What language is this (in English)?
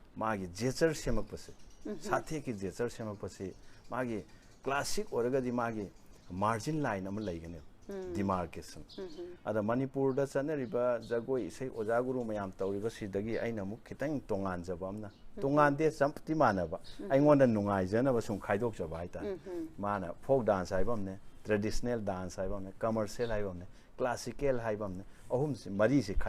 Manipuri